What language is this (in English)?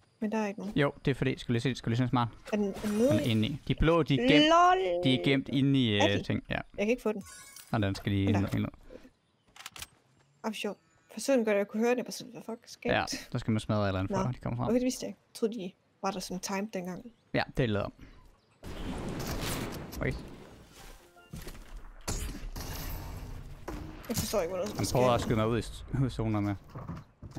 Danish